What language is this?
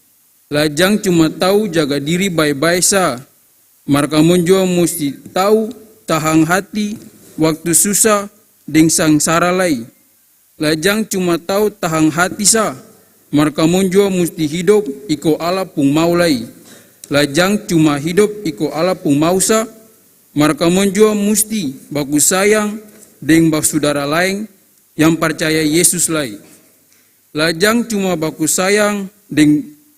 Ambonese Malay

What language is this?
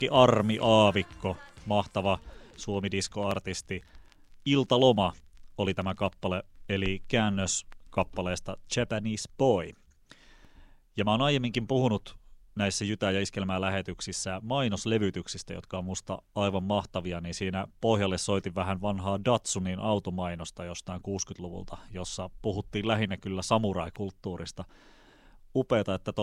Finnish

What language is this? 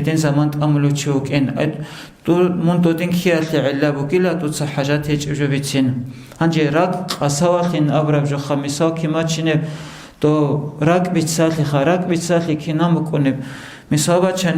Avaric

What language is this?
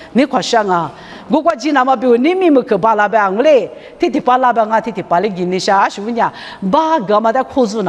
Lisu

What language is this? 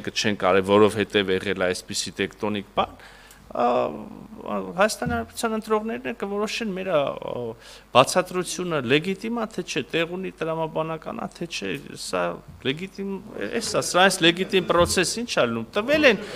Armenian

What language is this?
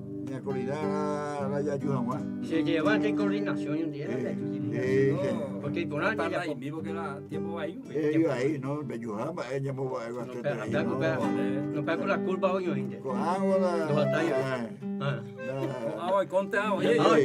Guarani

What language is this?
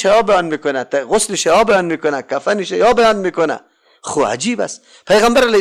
Persian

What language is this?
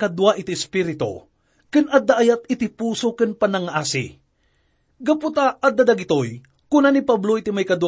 Iloko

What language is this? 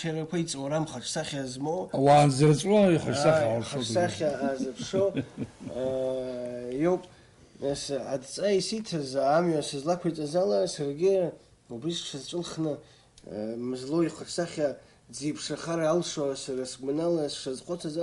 Abkhazian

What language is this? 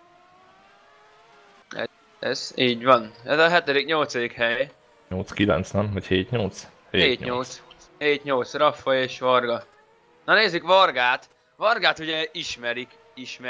Hungarian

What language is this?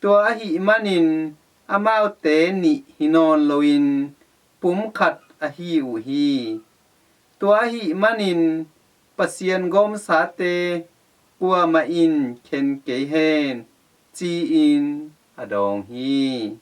Tedim Chin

